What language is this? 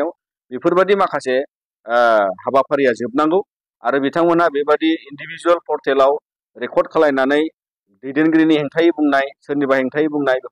Bodo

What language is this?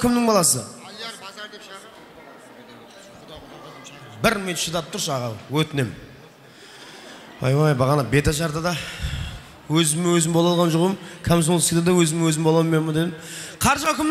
Kara-Kalpak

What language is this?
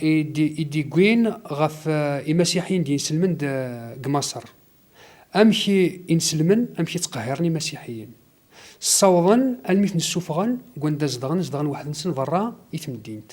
Kabyle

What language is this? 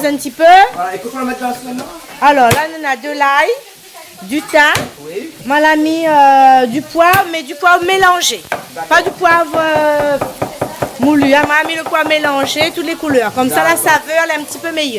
Réunion Creole French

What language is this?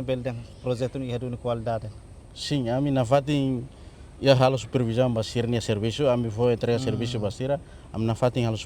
Tetum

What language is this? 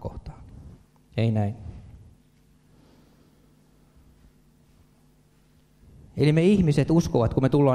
Finnish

